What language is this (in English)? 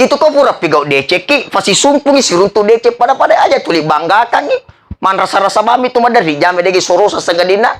Buginese